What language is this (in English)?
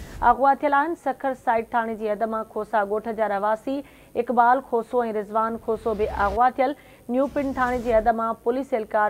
Sindhi